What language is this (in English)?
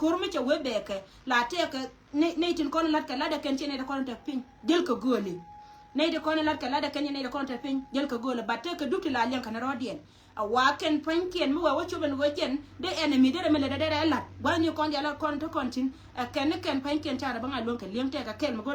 Nuer